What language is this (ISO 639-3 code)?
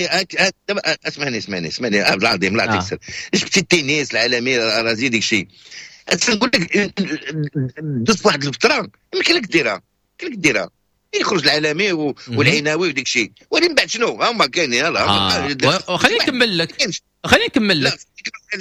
ary